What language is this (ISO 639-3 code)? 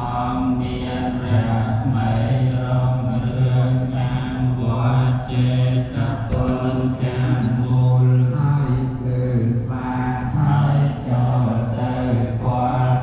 khm